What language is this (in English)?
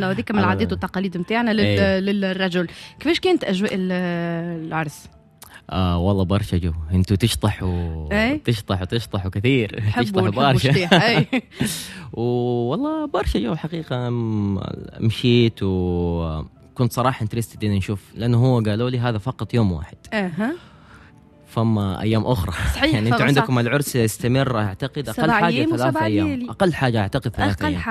Tunisian Arabic